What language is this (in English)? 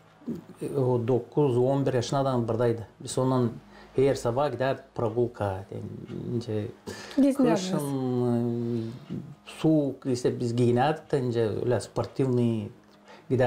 Gagauz